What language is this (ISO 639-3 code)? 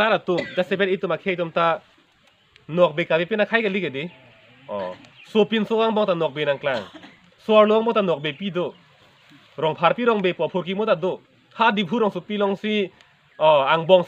mjw